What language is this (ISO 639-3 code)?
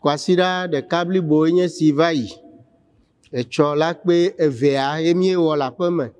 ewe